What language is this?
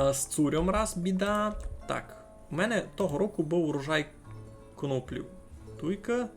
Rusyn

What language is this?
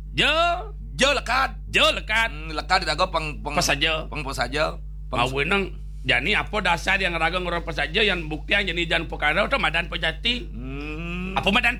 Balinese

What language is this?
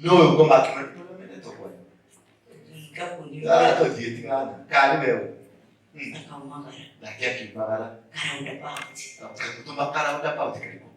Kikuyu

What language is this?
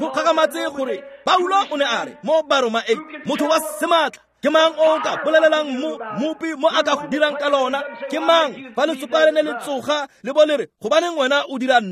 Tswana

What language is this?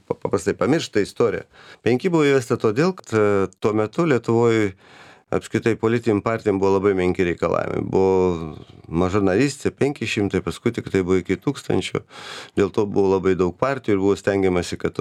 Lithuanian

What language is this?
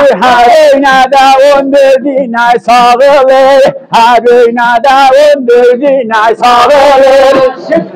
South Azerbaijani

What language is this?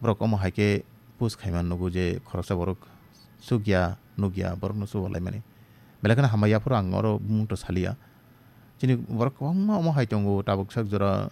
Kok Borok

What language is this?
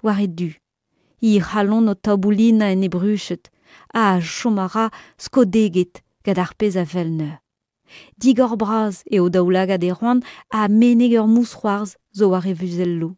Breton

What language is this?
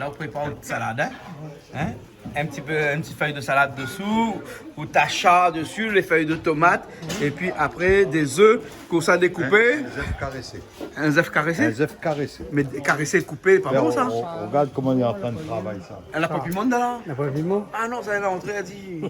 Réunion Creole French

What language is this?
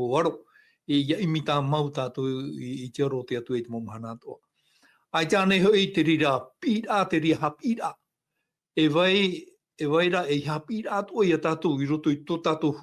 Tahitian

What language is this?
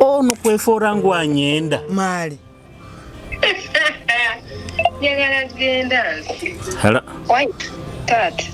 Nyoro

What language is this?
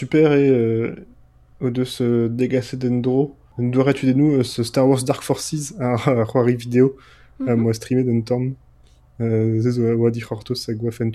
Breton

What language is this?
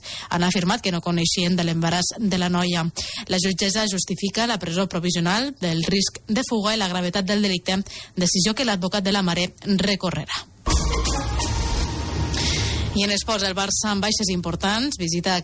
Catalan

